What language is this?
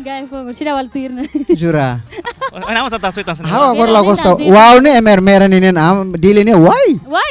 Tetum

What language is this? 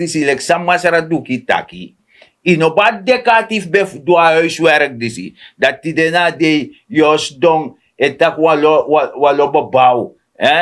Sranan Tongo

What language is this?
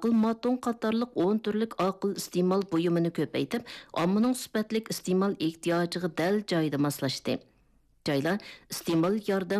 Uyghur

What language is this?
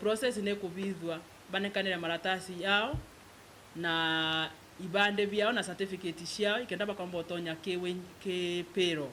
Meru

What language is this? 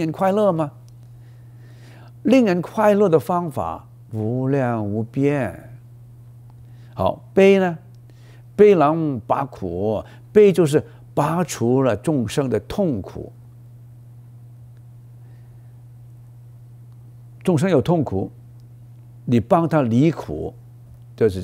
Chinese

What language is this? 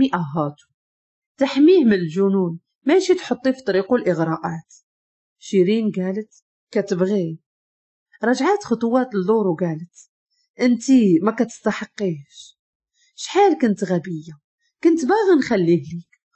Moroccan Arabic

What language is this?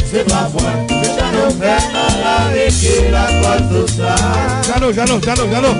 Haitian Creole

